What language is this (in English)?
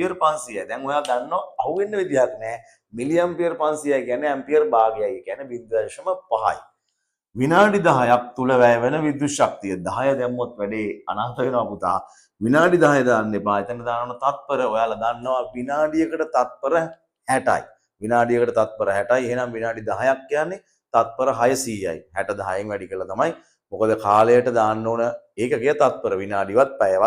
Sinhala